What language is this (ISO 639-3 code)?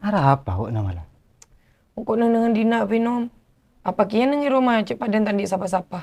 mad